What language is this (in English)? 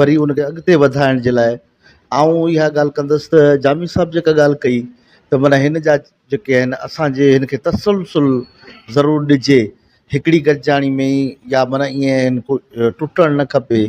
Sindhi